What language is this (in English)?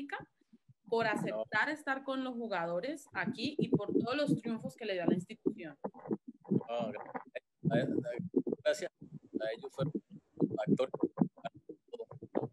Spanish